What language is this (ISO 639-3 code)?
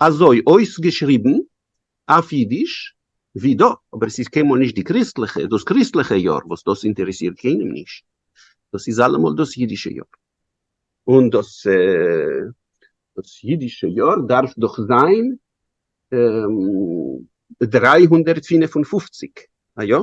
yid